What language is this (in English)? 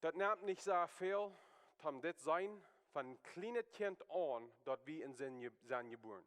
Plautdietsch